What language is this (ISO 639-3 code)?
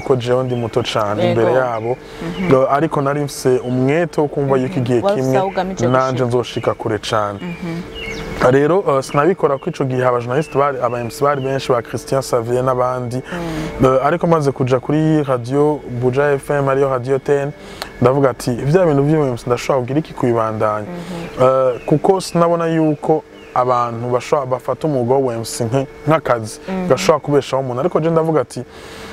run